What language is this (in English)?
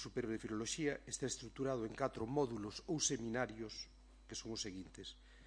Galician